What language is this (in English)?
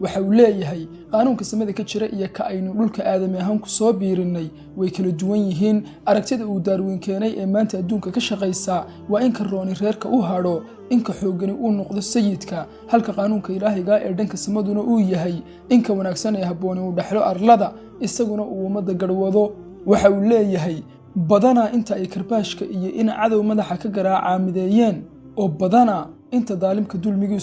Somali